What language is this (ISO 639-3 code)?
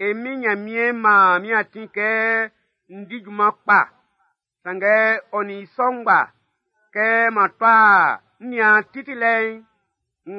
bci